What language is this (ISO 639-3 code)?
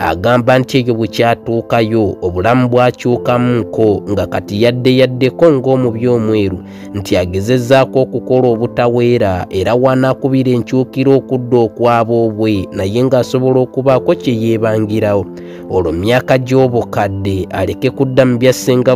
lug